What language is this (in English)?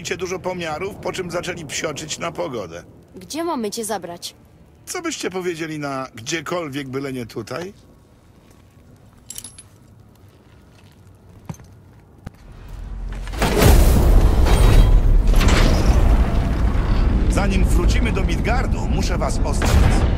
Polish